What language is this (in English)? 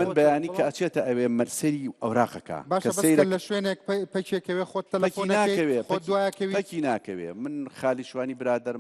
Central Kurdish